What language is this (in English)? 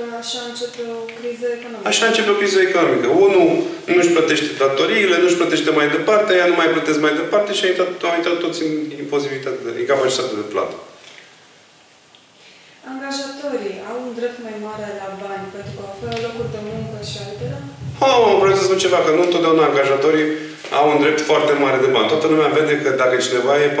Romanian